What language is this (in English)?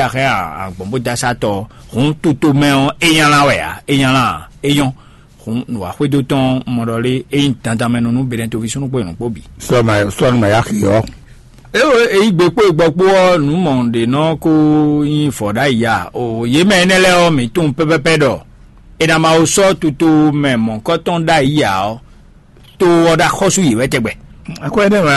Fon